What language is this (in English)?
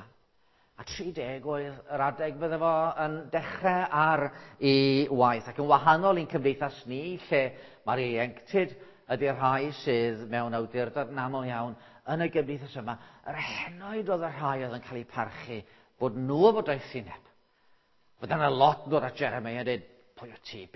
Welsh